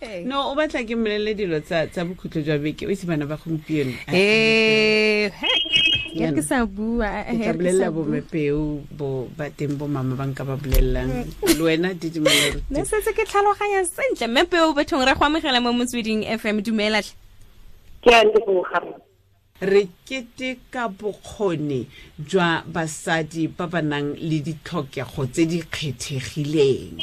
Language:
Tswana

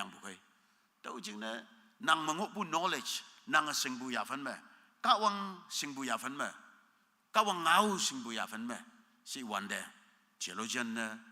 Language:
Konyak Naga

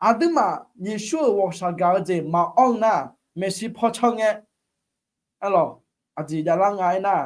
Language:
Akha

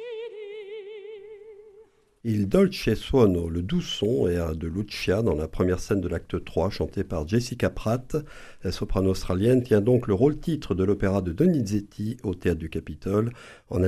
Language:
French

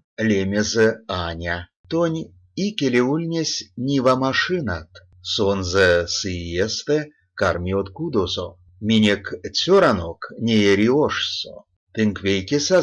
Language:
Erzya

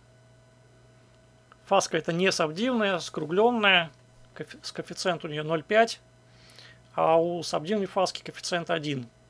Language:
Russian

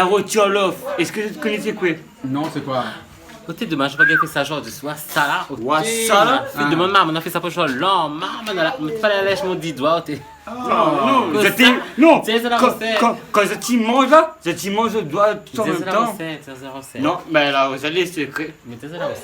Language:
Réunion Creole French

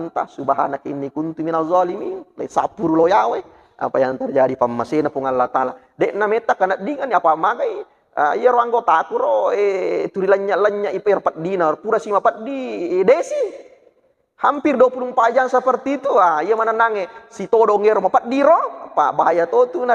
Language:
Buginese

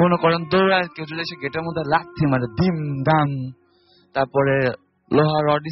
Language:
Bangla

